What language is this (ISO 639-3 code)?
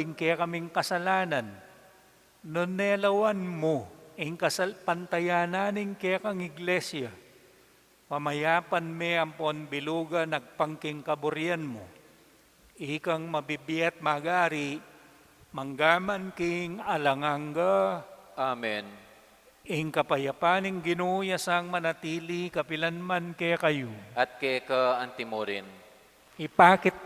pam